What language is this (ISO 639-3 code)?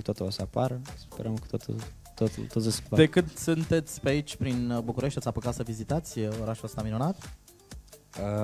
ron